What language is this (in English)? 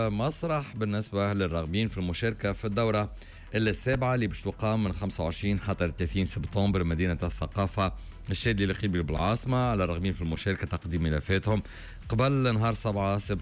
Tunisian Arabic